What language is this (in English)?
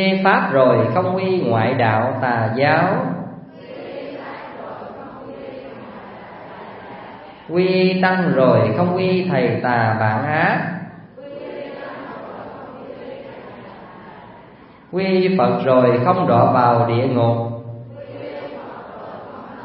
Vietnamese